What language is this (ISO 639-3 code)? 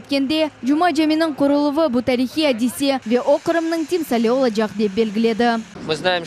crh